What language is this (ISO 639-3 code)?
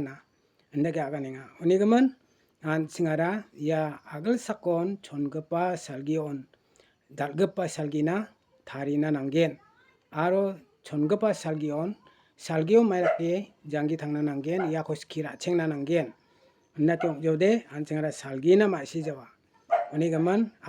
grt